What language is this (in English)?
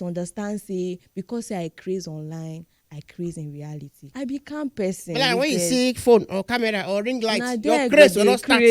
Nigerian Pidgin